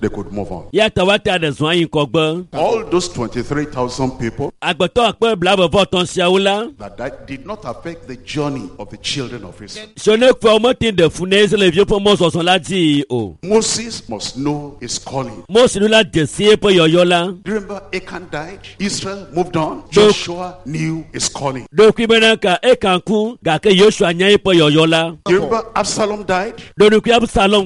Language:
Ewe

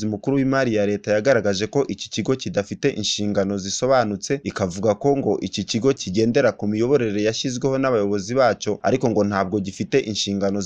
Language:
Kinyarwanda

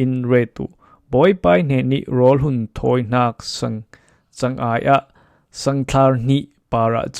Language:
Falam Chin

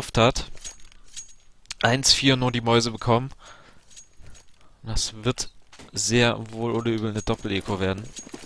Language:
German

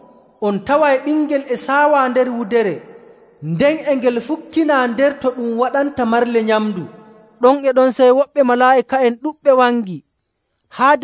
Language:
Nigerian Fulfulde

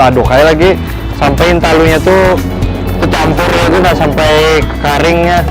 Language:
Banjar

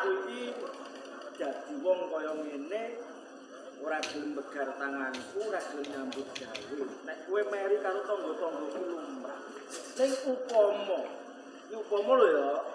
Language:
Javanese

